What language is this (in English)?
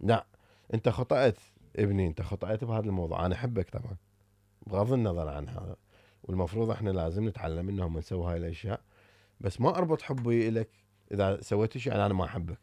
Mesopotamian Arabic